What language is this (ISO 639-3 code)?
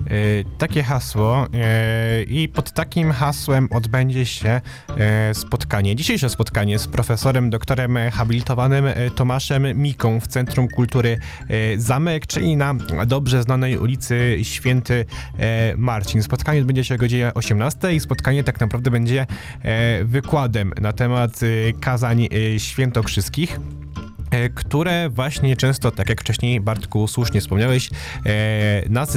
pol